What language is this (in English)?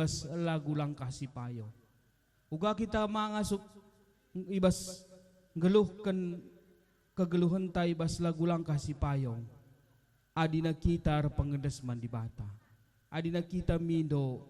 Batak Karo